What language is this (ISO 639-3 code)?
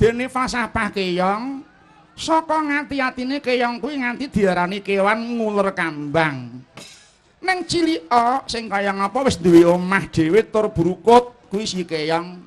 jav